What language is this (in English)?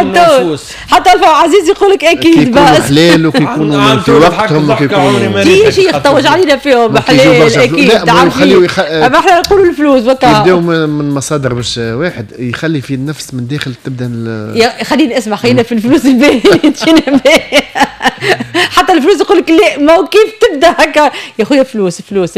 Tunisian Arabic